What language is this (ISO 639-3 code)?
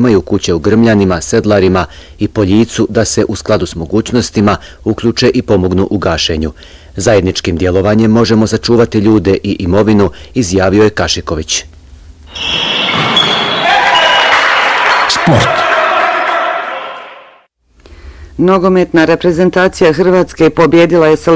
bos